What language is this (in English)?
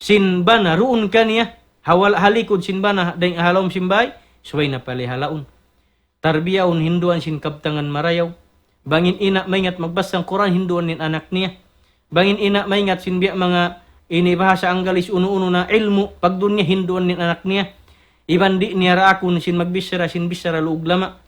Tausug